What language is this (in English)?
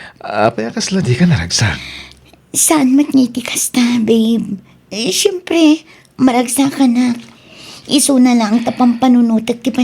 Iloko